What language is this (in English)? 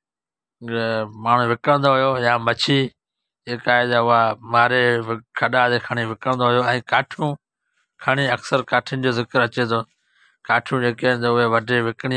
Sindhi